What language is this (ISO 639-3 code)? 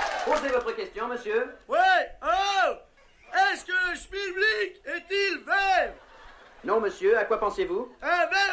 fra